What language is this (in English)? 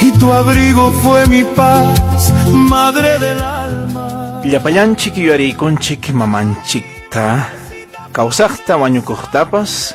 Ayacucho Quechua